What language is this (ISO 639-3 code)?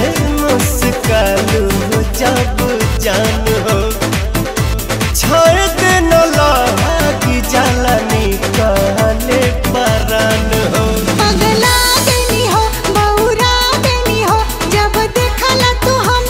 bho